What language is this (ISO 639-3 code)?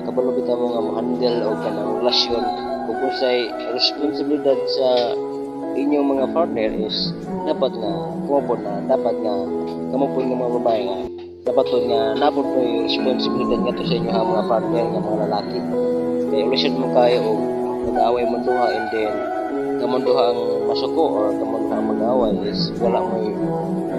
ceb